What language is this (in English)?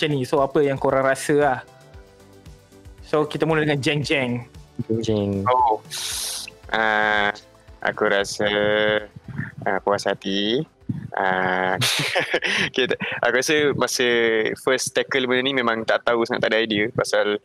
Malay